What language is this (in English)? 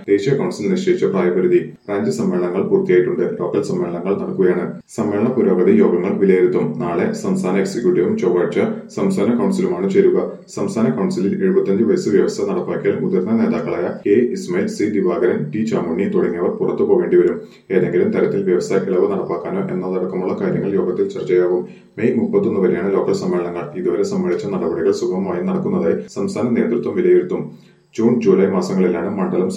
Malayalam